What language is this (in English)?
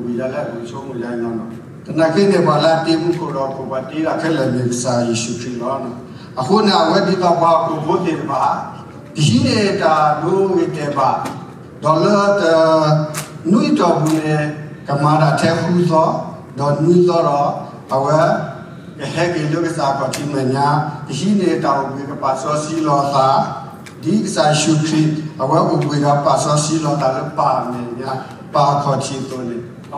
S'gaw Karen